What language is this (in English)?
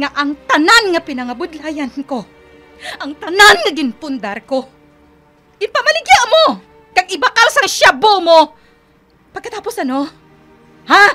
Hiligaynon